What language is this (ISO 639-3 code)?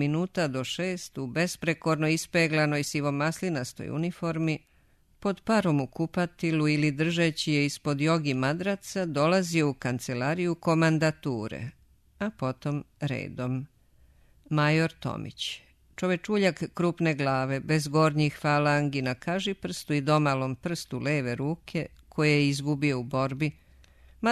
srp